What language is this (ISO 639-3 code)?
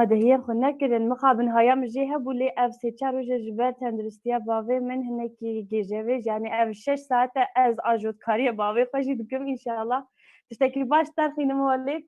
kur